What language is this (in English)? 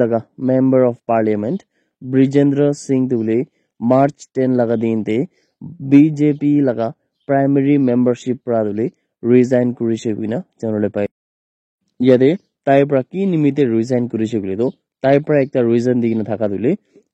Naga Pidgin